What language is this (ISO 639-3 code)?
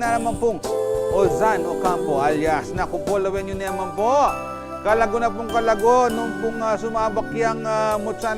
pam